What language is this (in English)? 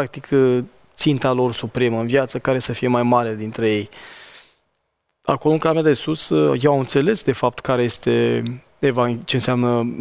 Romanian